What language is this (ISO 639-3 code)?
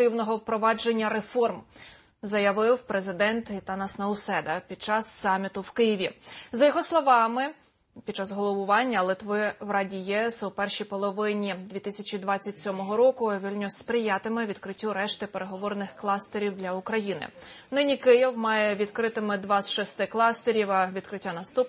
ukr